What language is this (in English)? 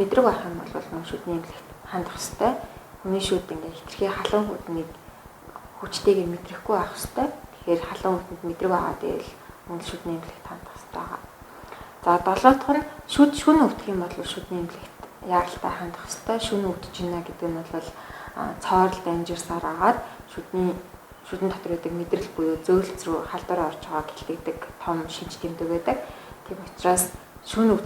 Mongolian